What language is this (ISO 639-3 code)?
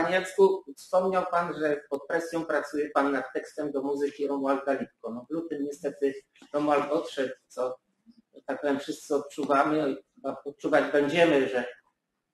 pol